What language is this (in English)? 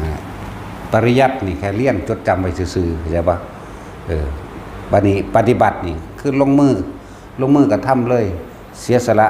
Northeastern Thai